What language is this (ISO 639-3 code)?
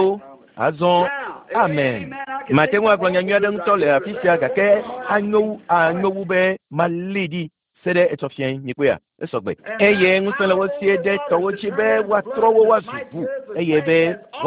ewe